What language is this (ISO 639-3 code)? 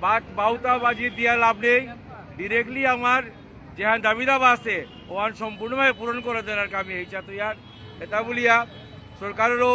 bpy